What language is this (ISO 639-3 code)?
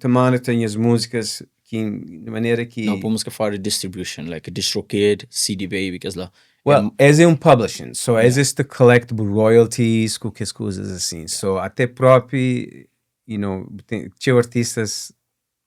kea